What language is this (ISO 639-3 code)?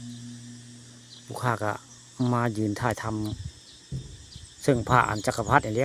tts